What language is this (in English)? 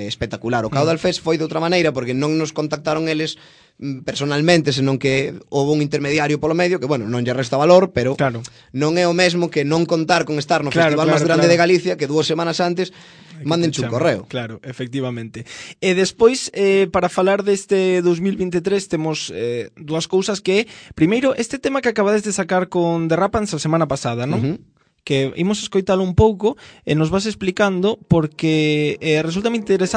Galician